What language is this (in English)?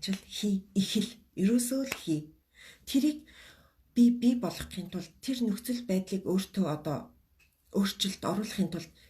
Mongolian